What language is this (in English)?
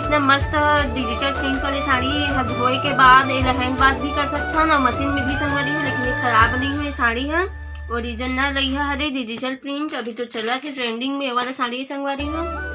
Chhattisgarhi